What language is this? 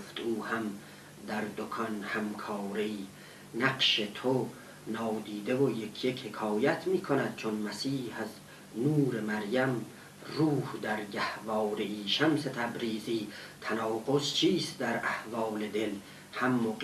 South Azerbaijani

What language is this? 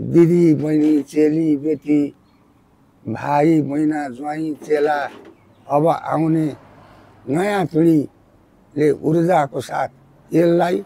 Nepali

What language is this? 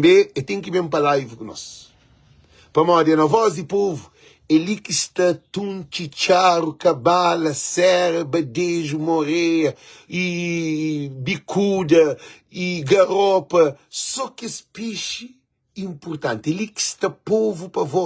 Kabuverdianu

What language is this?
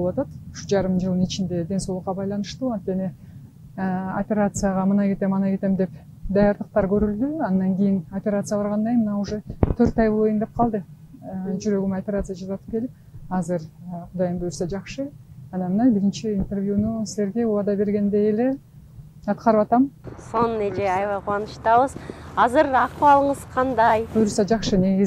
Kyrgyz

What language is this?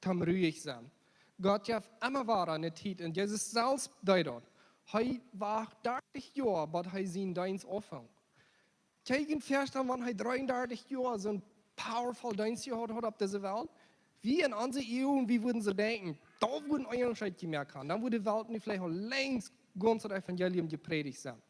Plautdietsch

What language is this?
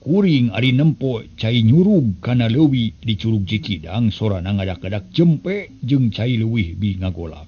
Sundanese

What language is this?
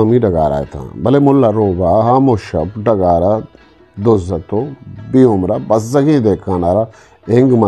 Eastern Balochi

